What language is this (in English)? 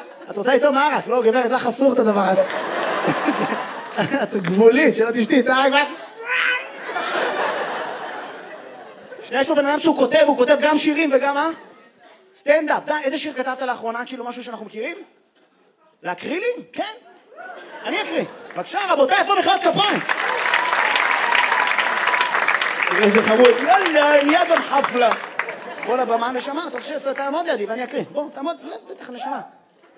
Hebrew